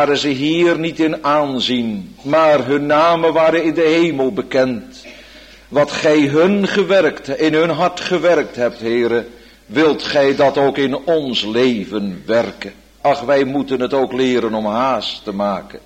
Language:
Dutch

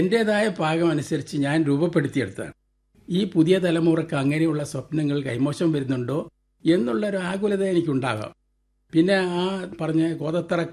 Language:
Malayalam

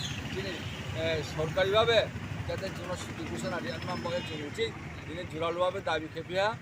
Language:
Riang (India)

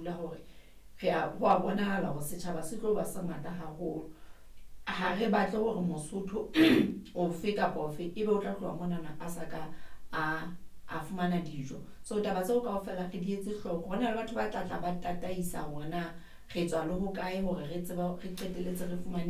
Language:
Southern Sotho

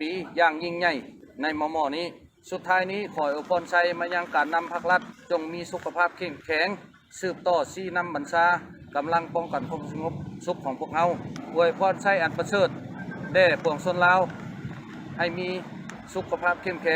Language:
Lao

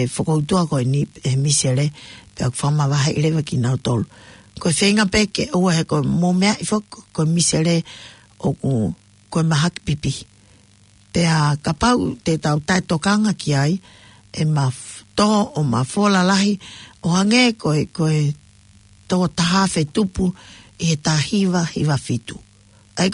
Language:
Tongan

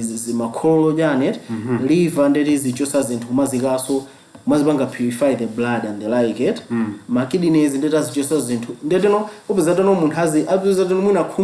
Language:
Nyanja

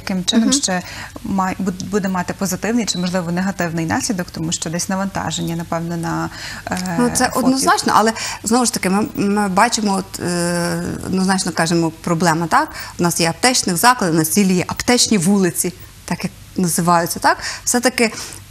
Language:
Ukrainian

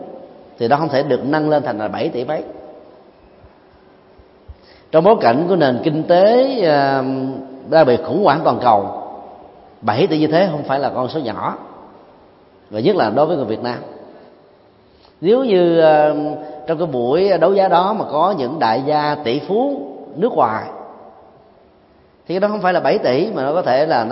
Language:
Vietnamese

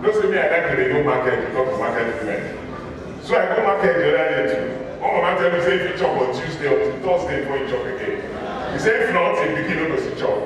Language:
Nigerian Pidgin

